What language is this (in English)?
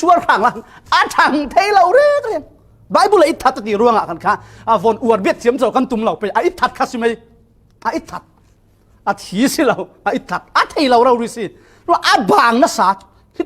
Falam Chin